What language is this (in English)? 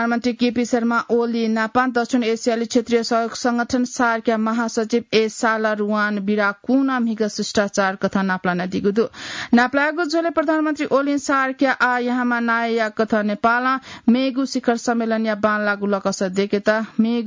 Newari